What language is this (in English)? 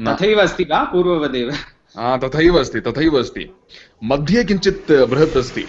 Sanskrit